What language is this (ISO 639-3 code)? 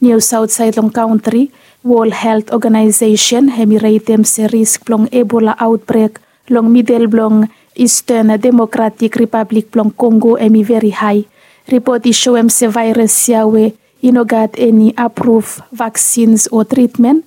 bis